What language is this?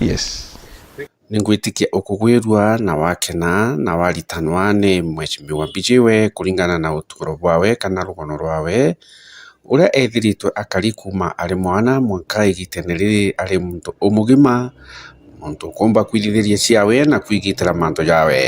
Meru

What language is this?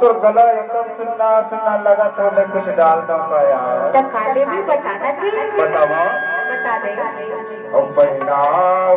Chhattisgarhi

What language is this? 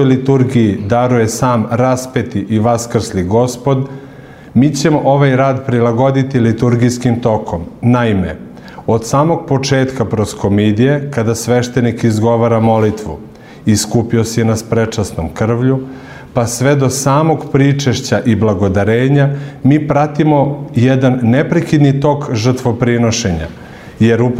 Serbian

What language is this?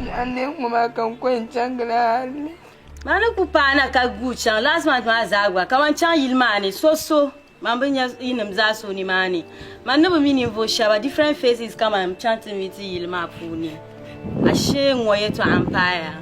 Dagbani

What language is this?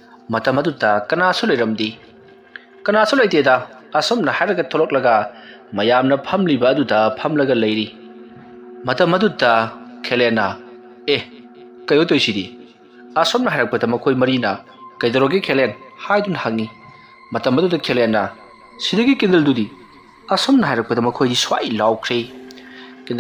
Manipuri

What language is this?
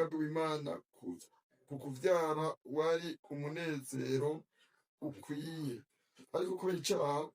Rundi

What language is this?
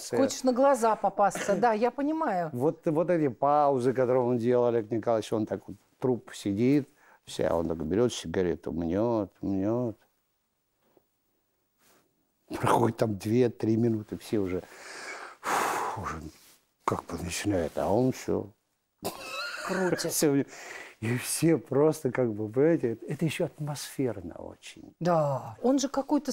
Russian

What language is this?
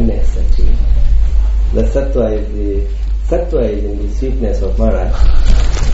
German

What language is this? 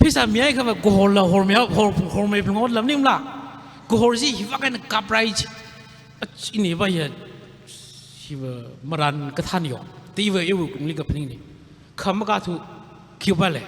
Tangkhul Naga (India)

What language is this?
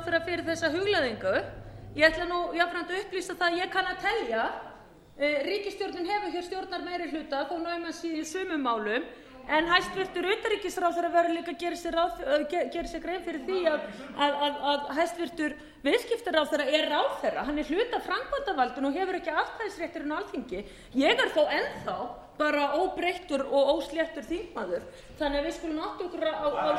Icelandic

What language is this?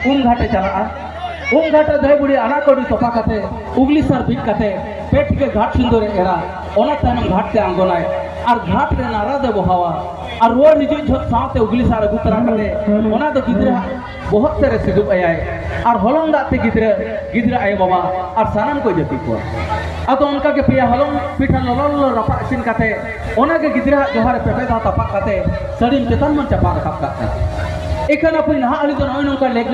Santali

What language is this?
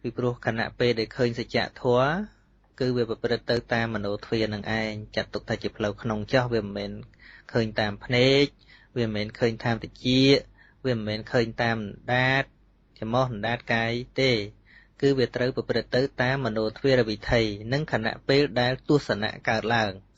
Khmer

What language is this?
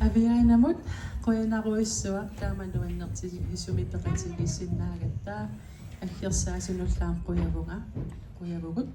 Kalaallisut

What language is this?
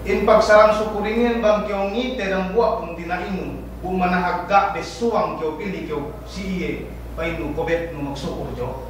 Yakan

